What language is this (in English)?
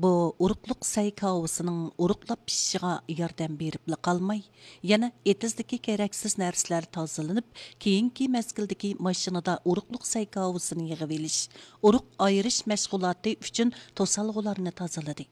Uyghur